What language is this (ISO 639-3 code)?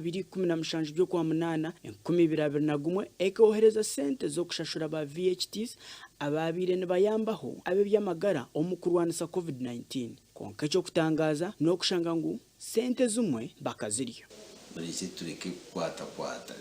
nyn